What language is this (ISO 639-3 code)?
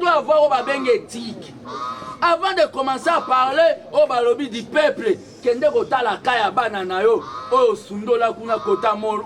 lin